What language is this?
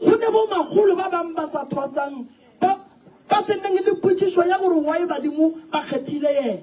Northern Sotho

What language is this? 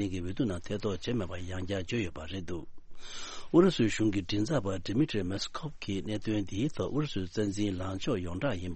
Tibetan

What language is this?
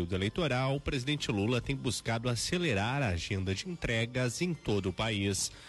Portuguese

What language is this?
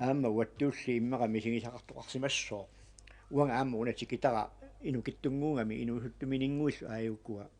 Kalaallisut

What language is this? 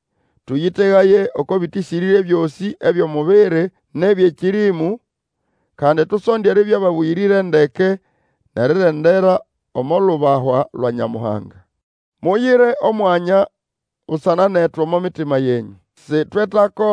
Nande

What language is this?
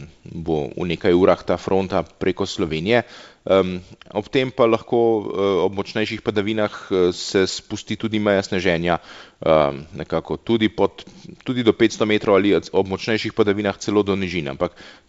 Slovenian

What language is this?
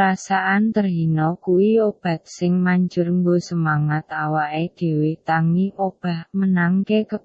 Javanese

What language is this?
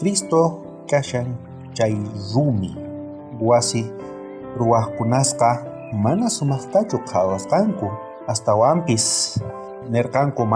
South Bolivian Quechua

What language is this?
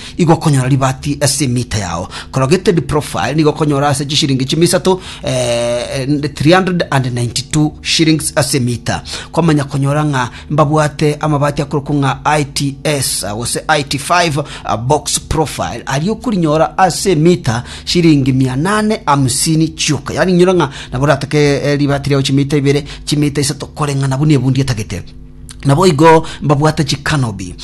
Gusii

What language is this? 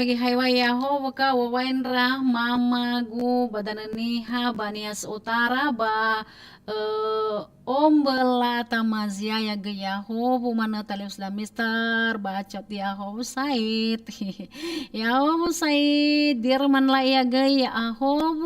Nias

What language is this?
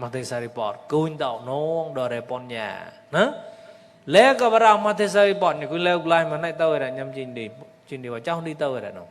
Mon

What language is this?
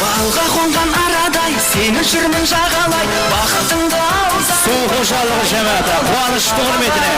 Kara-Kalpak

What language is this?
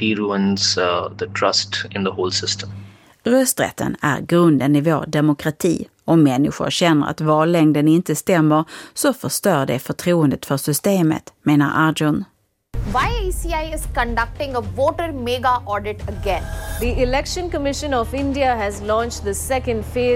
Swedish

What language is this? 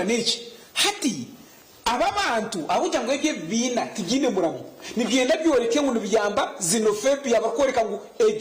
Nyankole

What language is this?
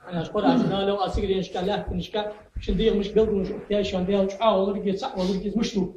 Ingush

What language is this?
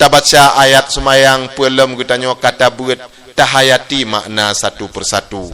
Achinese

